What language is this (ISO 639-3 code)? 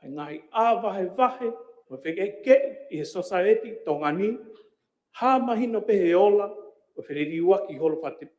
ton